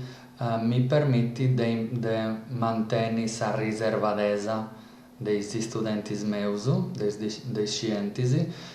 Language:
Sardinian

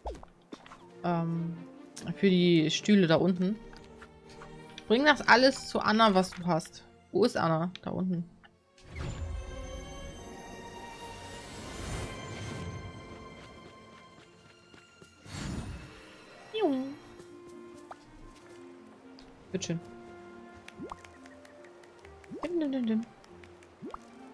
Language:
German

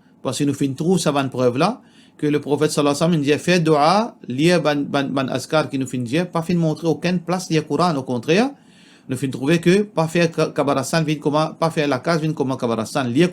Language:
Morisyen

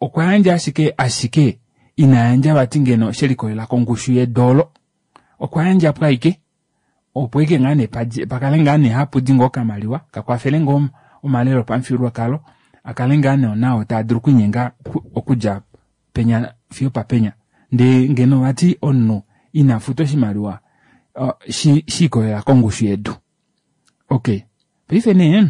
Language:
Kuanyama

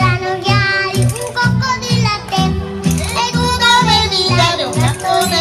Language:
Italian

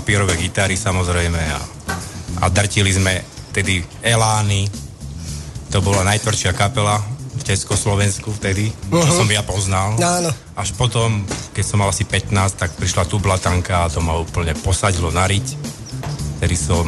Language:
Slovak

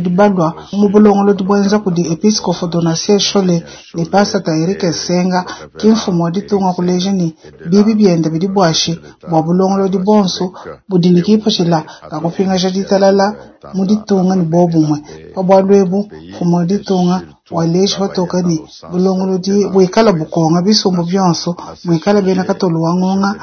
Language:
Luba-Lulua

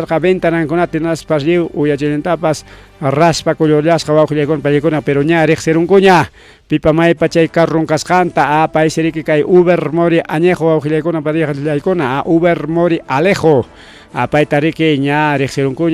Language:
Ayacucho Quechua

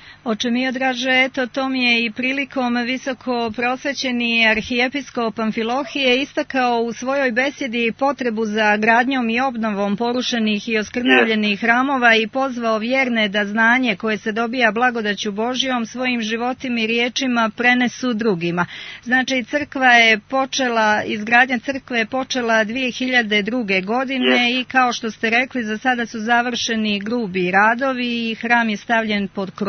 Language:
Serbian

